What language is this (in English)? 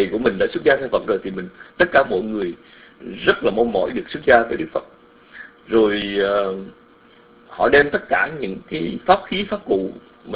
Vietnamese